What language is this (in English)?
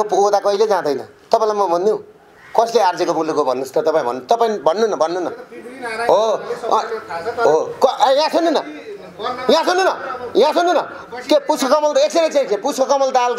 Nepali